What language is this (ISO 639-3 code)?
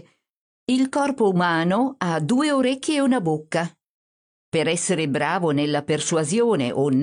ita